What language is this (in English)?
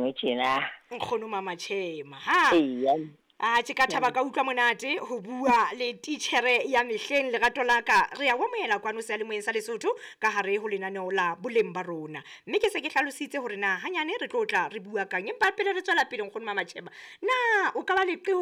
Southern Sotho